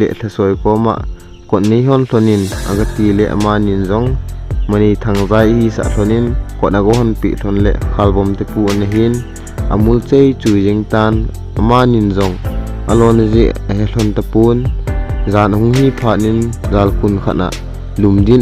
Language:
Thado Chin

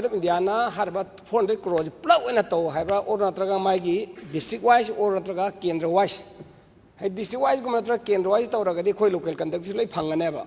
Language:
Manipuri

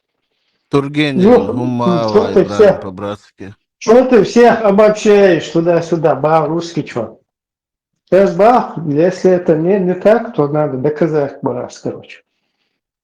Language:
Chechen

